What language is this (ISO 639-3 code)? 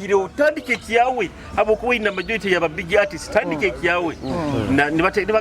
nyo